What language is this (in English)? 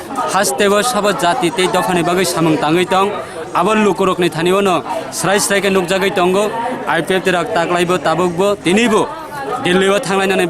Kok Borok